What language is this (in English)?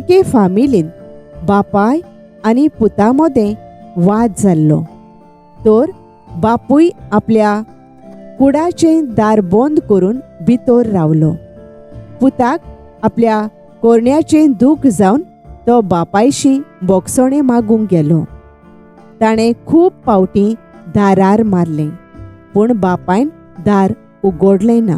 Konkani